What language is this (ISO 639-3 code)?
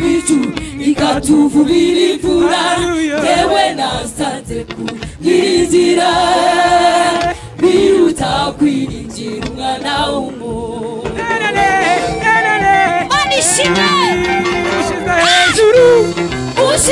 kin